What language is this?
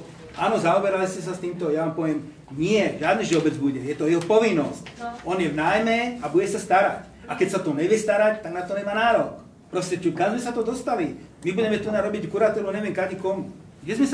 Slovak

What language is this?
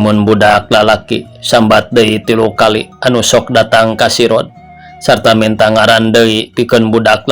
Sundanese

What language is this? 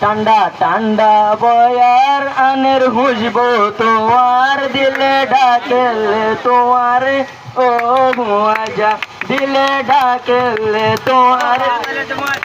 Rohingya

